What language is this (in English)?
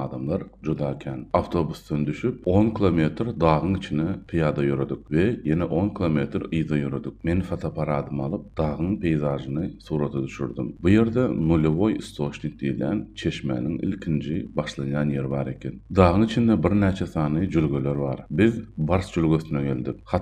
Turkmen